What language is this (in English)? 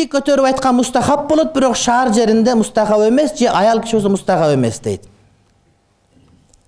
Kyrgyz